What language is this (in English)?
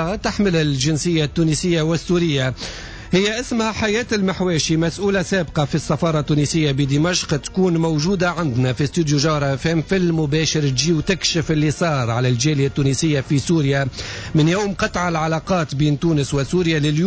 Tunisian Arabic